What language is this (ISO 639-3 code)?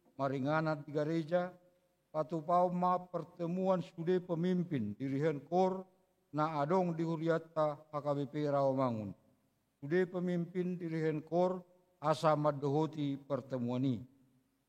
bbc